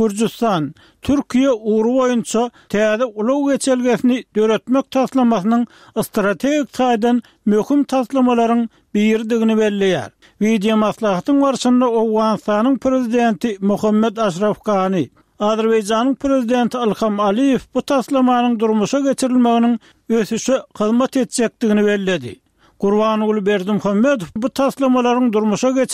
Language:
Turkmen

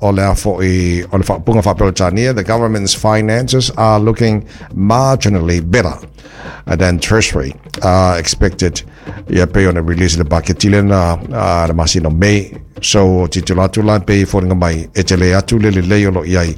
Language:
Samoan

